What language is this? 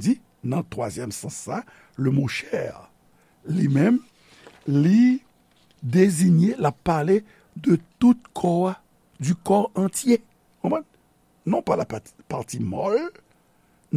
Haitian Creole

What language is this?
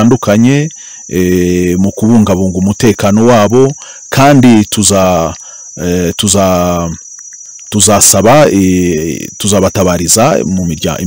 Kinyarwanda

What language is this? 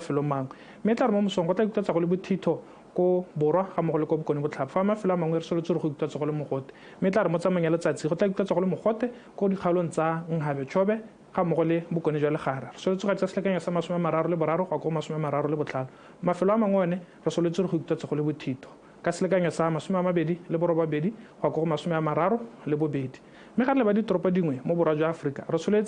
Tswana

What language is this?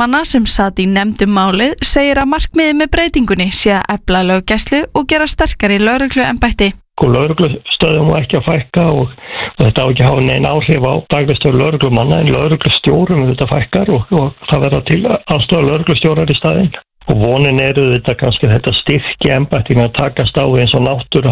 Icelandic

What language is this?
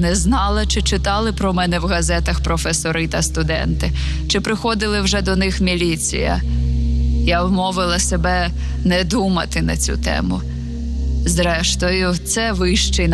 Ukrainian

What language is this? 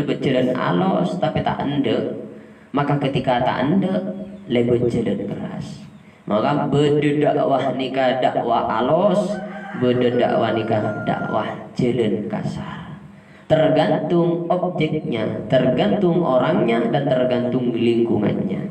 Madurese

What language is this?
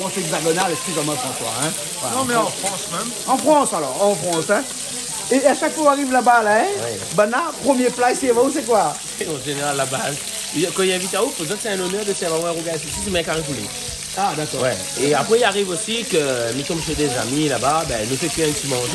Réunion Creole French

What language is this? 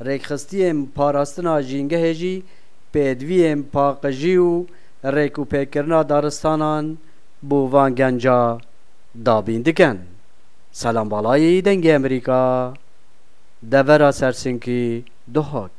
Kurdish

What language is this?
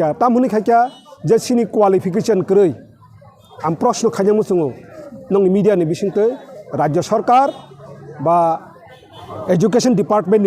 Kok Borok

